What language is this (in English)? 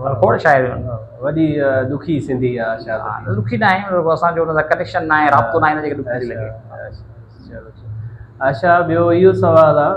Sindhi